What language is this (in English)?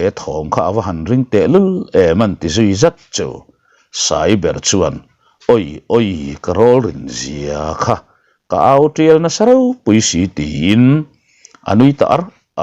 Mizo